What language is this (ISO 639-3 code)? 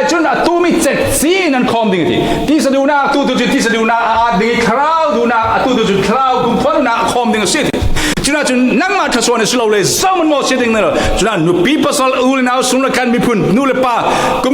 cfm